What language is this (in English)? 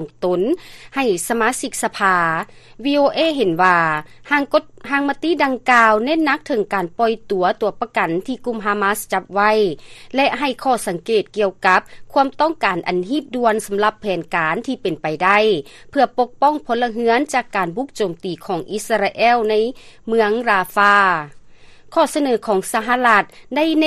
Lao